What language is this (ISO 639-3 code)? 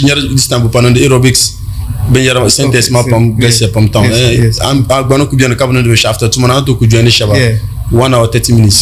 dag